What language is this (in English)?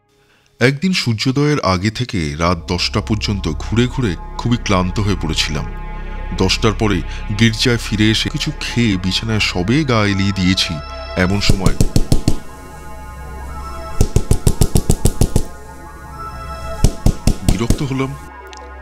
Bangla